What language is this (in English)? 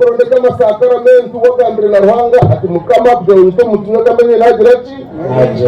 Nyankole